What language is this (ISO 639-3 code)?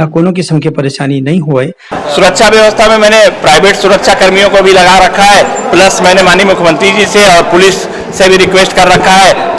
hne